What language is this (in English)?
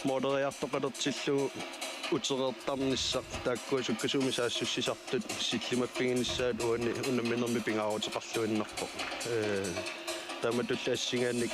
Kalaallisut